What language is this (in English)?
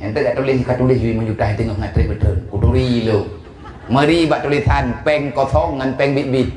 Achinese